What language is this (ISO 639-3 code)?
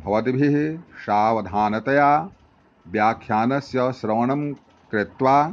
san